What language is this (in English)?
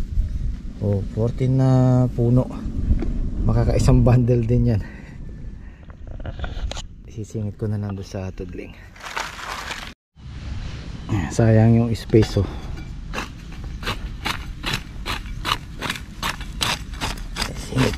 Filipino